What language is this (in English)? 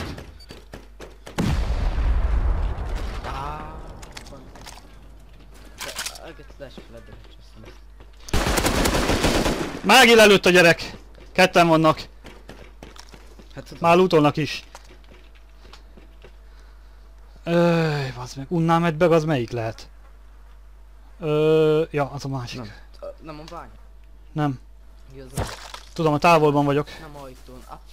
Hungarian